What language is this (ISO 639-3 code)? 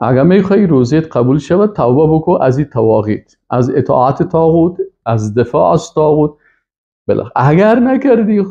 fas